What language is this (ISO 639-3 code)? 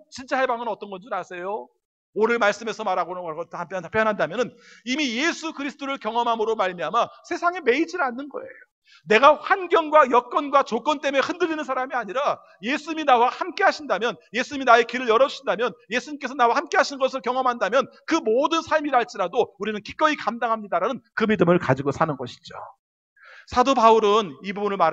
kor